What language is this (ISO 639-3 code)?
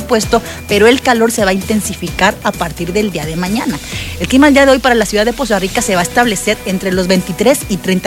spa